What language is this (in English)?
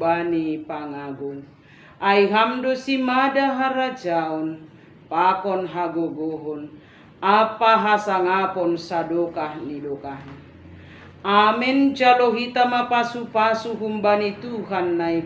Batak Simalungun